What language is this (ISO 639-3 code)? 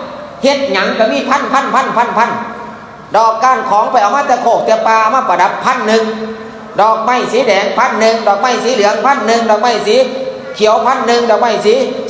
tts